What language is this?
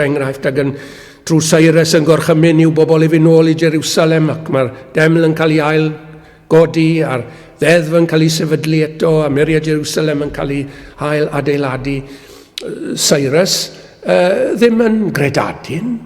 Welsh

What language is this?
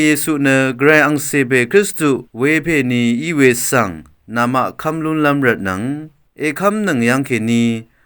Rawang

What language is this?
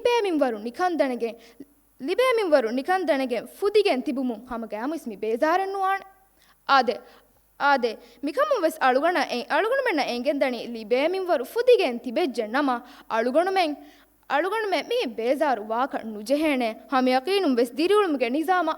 Divehi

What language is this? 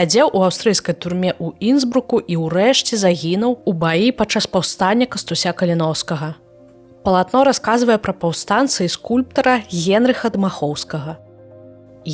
Belarusian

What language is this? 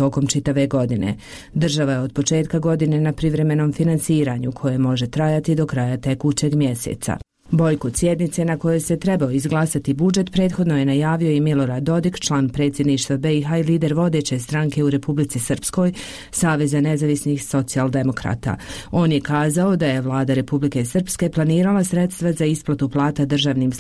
Croatian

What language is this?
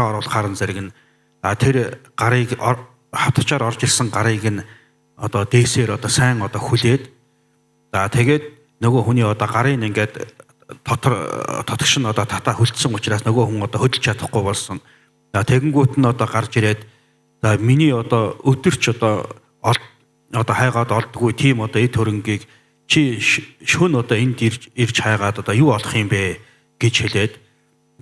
Mongolian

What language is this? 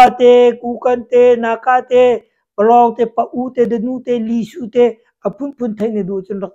Hakha Chin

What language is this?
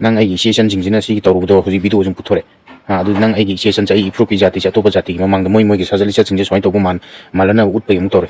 Manipuri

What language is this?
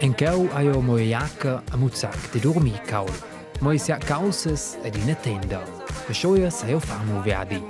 Romansh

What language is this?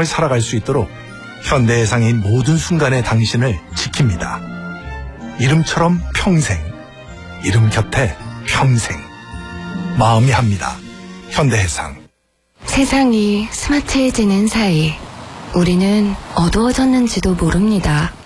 Korean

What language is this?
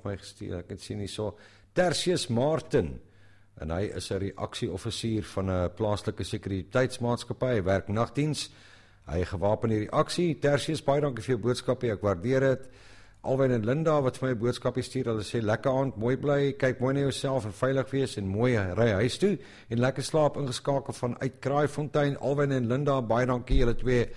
Afrikaans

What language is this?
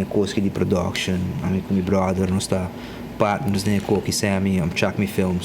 Papiamento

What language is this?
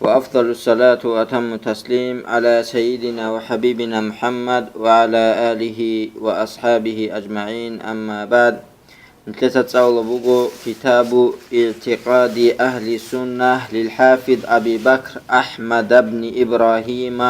Avaric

